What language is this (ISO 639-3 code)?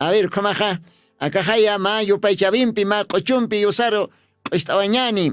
aym